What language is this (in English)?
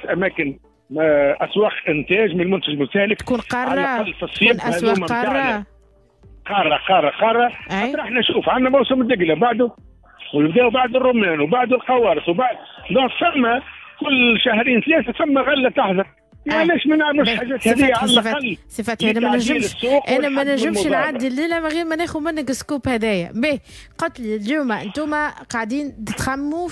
Tunisian Arabic